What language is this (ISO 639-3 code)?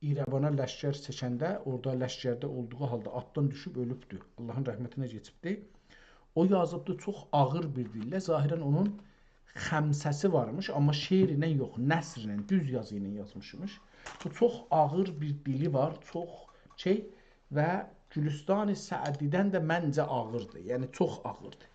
azb